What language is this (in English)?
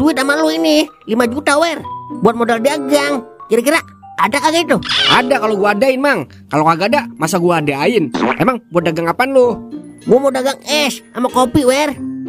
Betawi